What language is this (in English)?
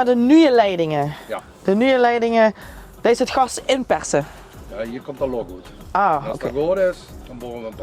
Limburgish